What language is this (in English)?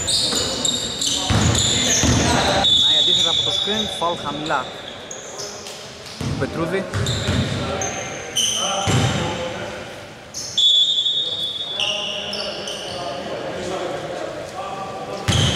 Greek